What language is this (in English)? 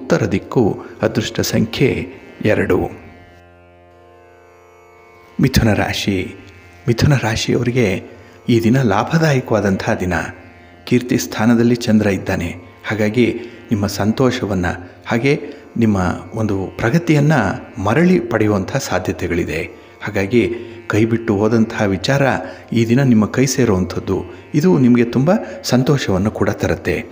Kannada